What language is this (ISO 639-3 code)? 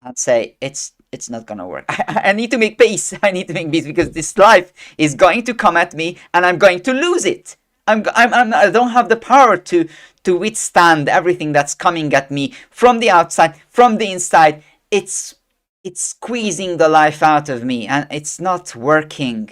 eng